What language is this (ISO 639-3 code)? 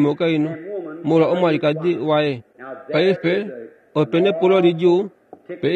kua